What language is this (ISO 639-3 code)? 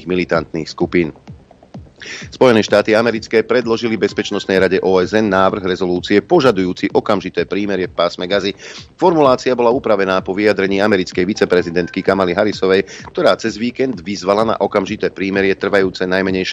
slk